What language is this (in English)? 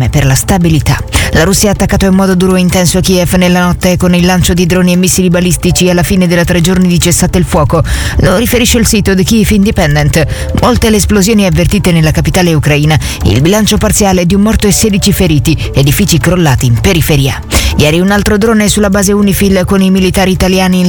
Italian